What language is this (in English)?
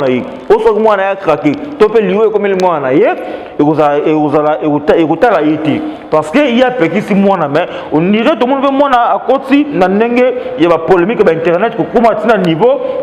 Lingala